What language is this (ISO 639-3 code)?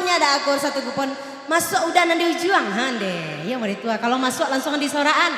min